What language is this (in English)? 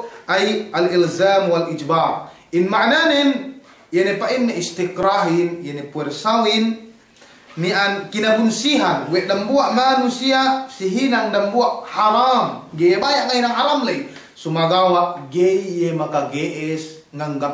Yakan